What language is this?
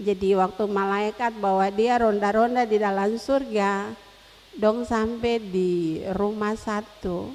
Ambonese Malay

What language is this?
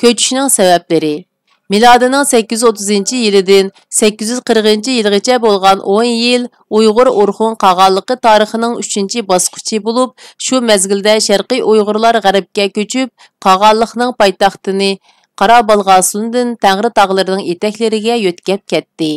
Uyghur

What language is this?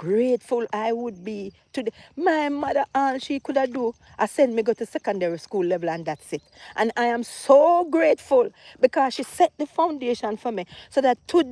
Jamaican Creole English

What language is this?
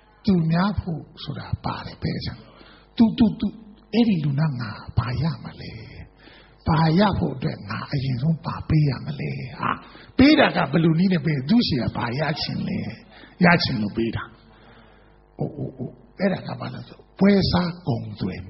Burmese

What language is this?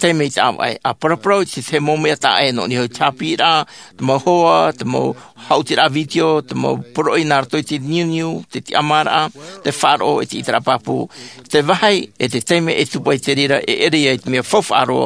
Tahitian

